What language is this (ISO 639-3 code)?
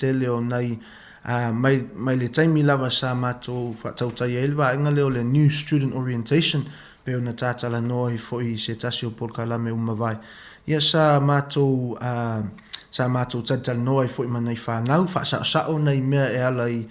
smo